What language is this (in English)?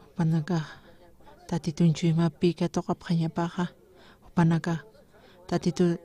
Aymara